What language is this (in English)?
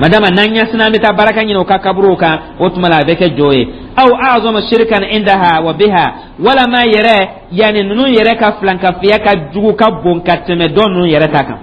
Dyula